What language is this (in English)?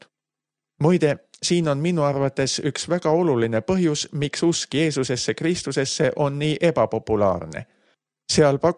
Estonian